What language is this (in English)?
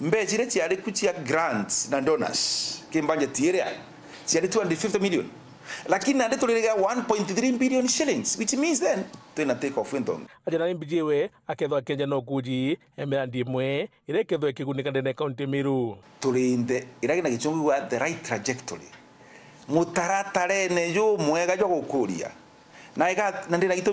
Meru